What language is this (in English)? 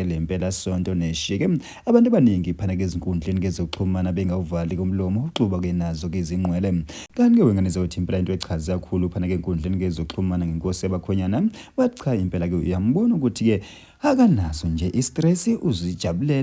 Zulu